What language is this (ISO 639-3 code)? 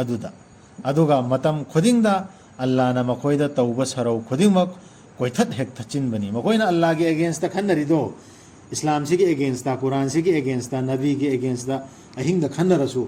mni